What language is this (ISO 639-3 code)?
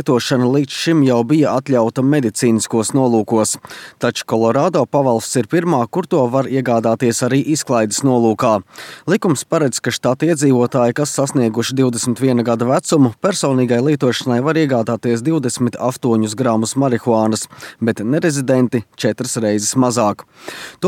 lav